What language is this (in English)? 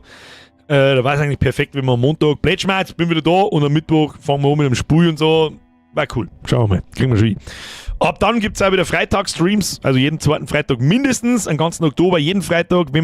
Bavarian